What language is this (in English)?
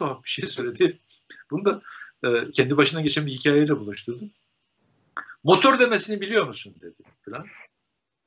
Turkish